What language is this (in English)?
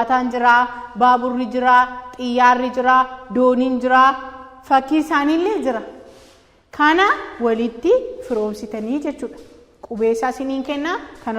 Oromo